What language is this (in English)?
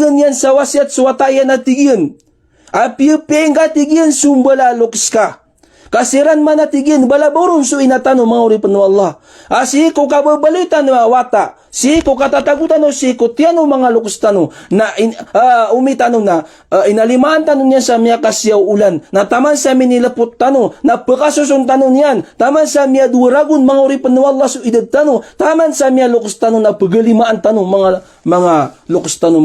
Maranao